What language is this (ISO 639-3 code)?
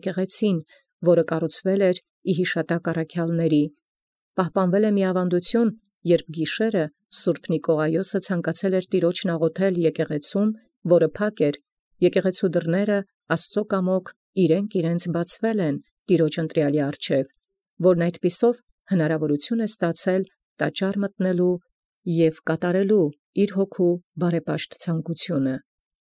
hye